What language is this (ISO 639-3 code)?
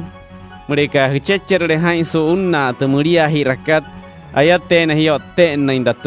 guc